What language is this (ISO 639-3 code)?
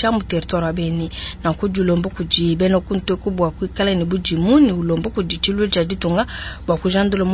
lua